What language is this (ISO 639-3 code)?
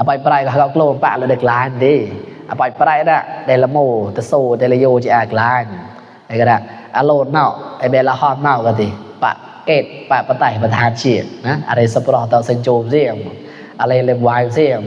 mnw